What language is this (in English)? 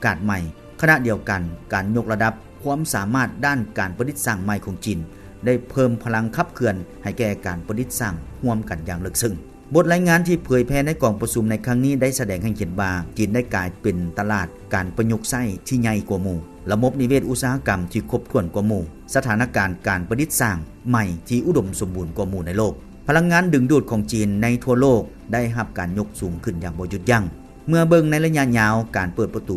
Lao